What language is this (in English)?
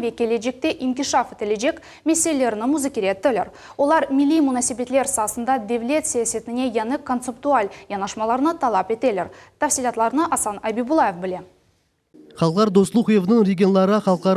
Crimean Tatar